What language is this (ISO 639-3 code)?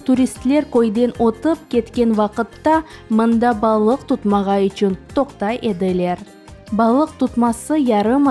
crh